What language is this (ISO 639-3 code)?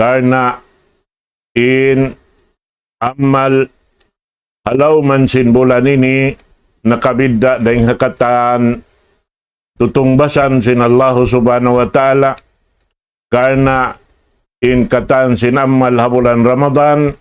tsg